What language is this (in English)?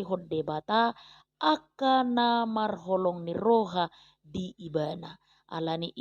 Batak Toba